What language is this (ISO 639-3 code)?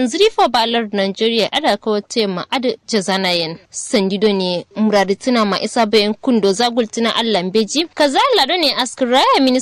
kau